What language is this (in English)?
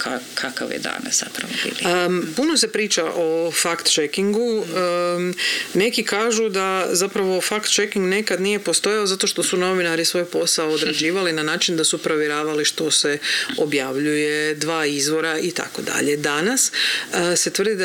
Croatian